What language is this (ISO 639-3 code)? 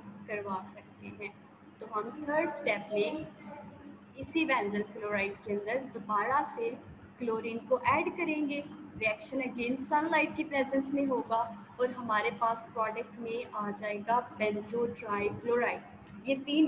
hin